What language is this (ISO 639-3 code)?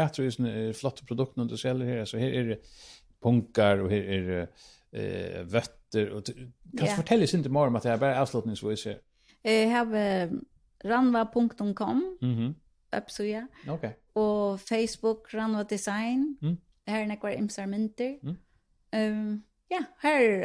fao